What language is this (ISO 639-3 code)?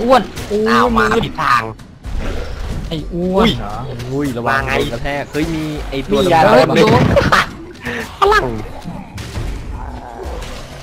tha